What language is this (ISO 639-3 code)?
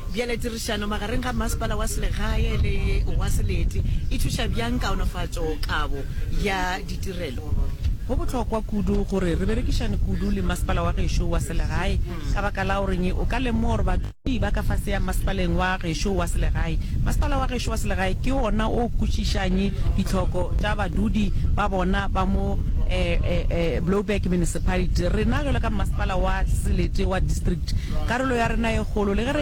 nso